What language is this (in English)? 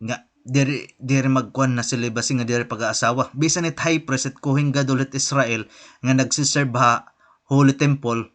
Waray